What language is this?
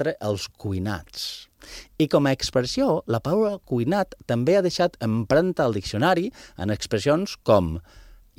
Catalan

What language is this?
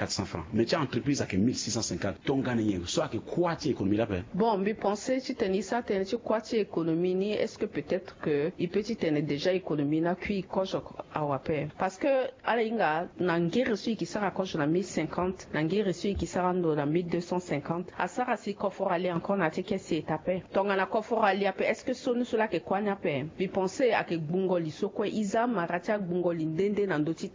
Sango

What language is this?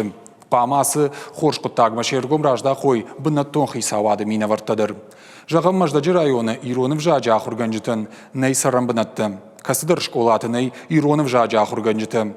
Ossetic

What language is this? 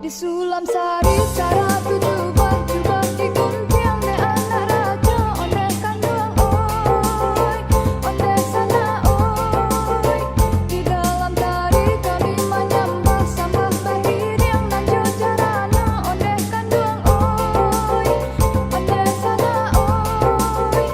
Minangkabau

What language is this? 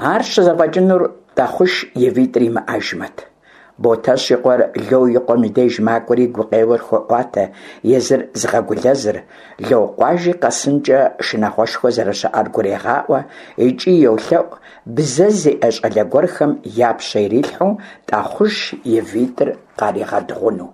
Kabardian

